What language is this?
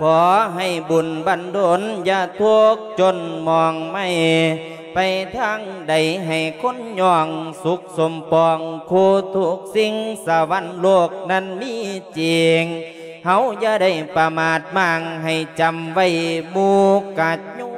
Lao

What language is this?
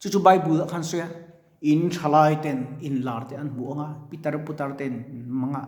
Mizo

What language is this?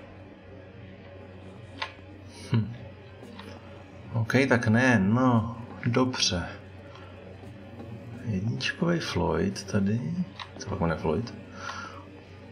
Czech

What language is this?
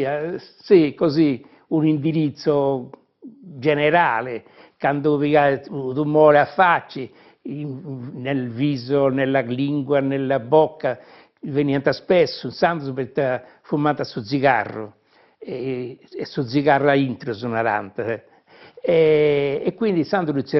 Sardinian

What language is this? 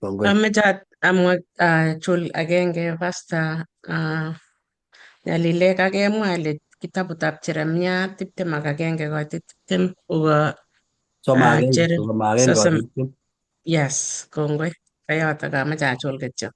Kalenjin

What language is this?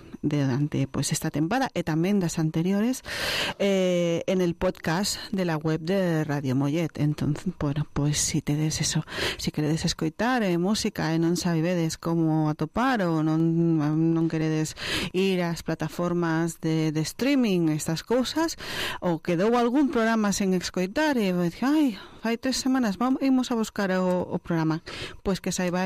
Galician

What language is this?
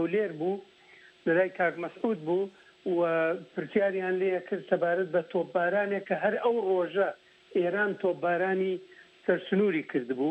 Central Kurdish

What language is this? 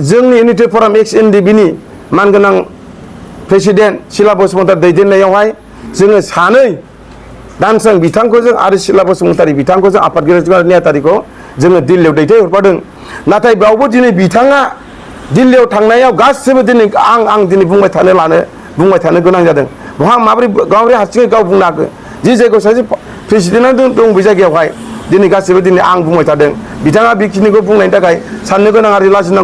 Bodo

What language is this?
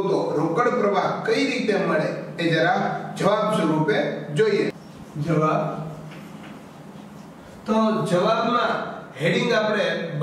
Gujarati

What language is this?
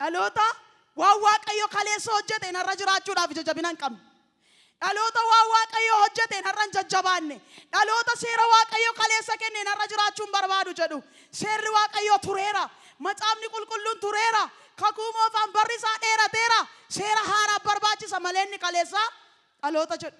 Oromo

